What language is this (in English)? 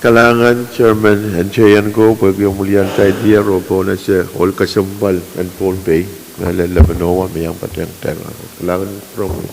Pohnpeian